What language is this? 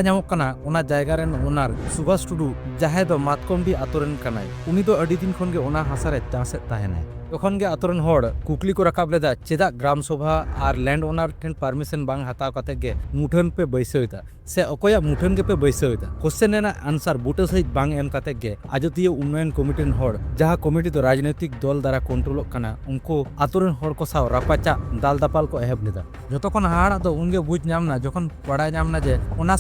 Santali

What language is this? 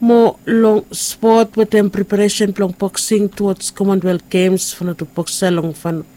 Bislama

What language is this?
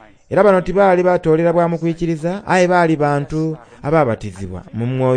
Soga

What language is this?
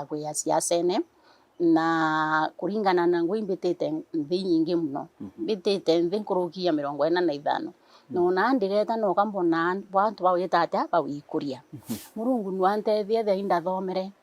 Meru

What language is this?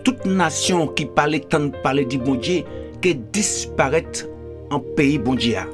Guadeloupean Creole French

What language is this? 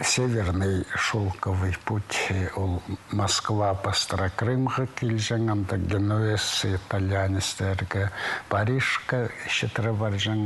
Khakas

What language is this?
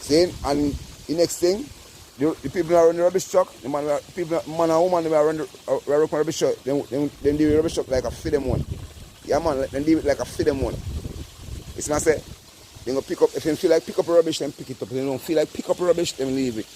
Jamaican Creole English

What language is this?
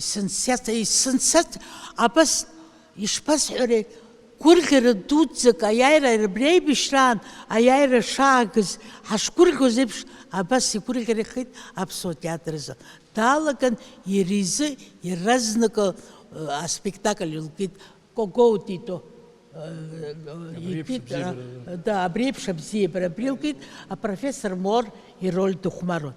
Abkhazian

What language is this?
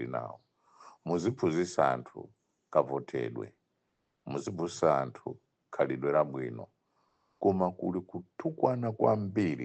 Nyanja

